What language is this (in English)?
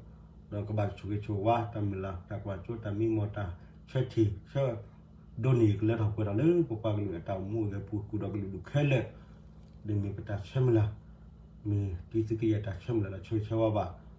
S'gaw Karen